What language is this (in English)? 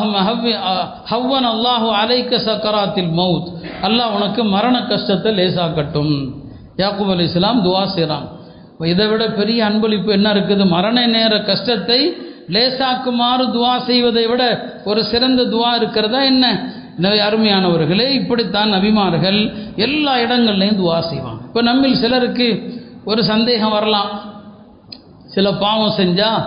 Tamil